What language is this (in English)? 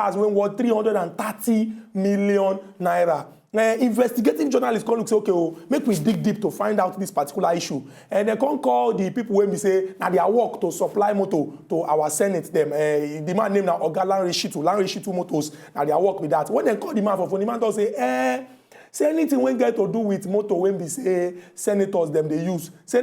Nigerian Pidgin